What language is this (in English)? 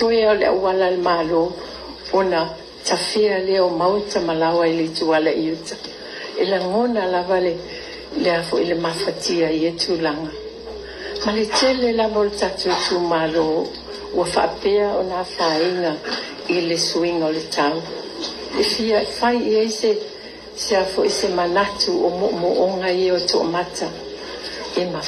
Samoan